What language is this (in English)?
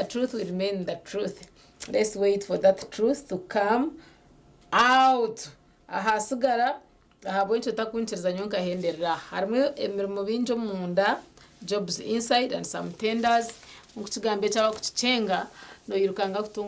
Nyankole